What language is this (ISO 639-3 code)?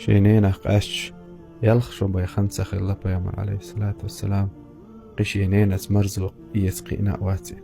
che